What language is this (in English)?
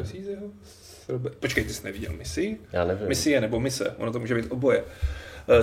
Czech